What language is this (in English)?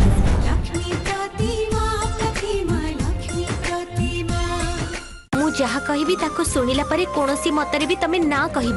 Odia